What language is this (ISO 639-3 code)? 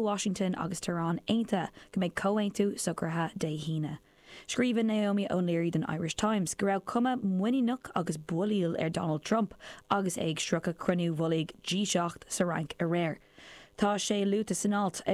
gle